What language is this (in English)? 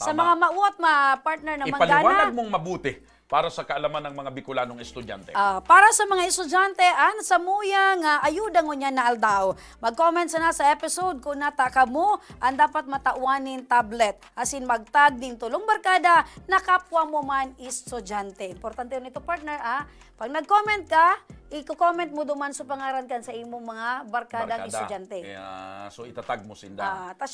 Bikol